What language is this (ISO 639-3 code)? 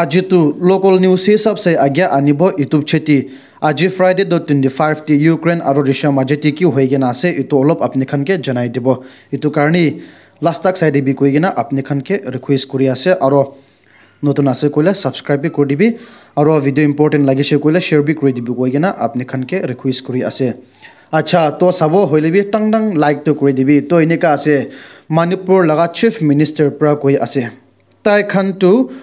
nag